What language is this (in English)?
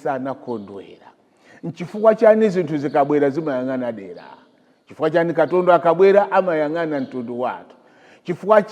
Nyanja